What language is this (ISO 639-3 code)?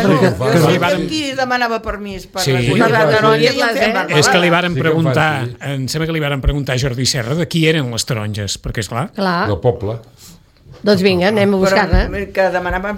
cat